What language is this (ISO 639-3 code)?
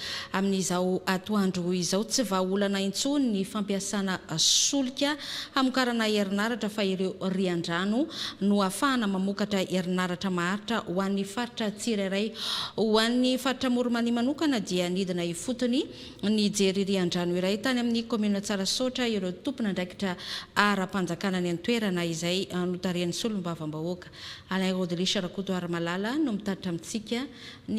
mlg